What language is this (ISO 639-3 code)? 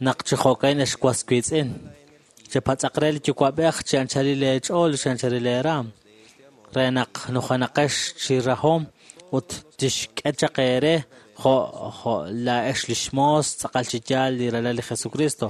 kek